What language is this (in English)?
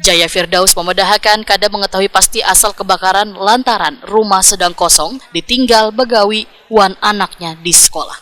Banjar